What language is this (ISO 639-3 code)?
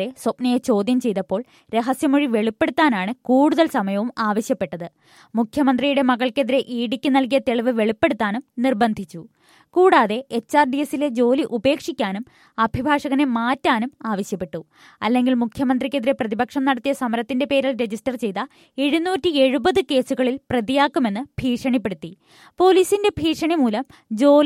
mal